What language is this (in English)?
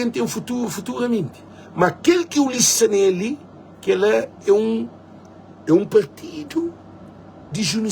Kabuverdianu